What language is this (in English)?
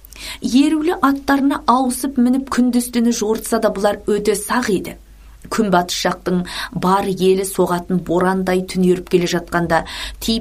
Kazakh